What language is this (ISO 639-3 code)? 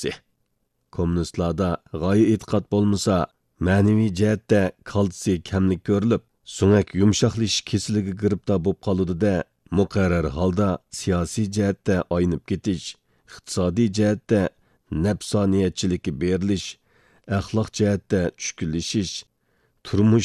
uig